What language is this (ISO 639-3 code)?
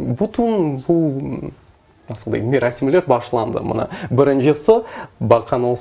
crh